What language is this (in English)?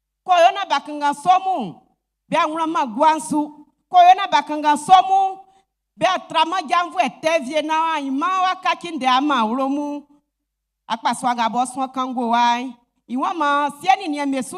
Baoulé